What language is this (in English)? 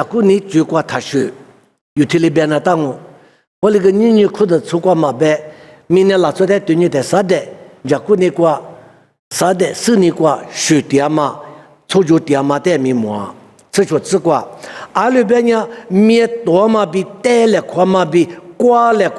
Lisu